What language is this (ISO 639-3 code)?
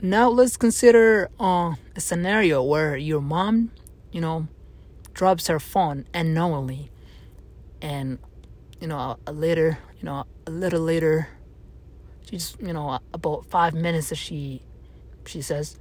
eng